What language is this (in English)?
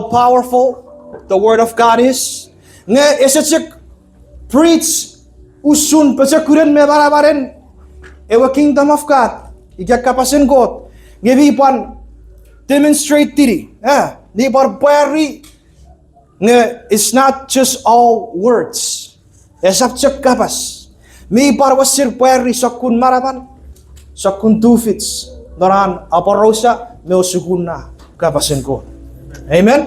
Chuukese